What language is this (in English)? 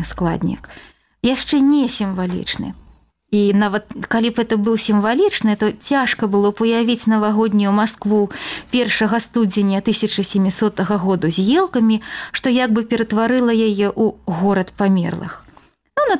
Belarusian